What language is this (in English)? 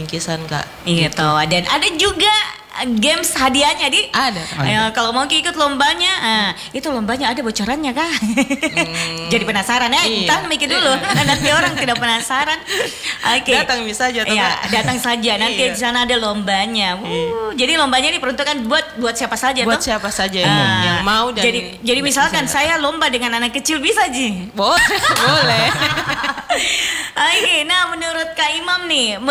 Indonesian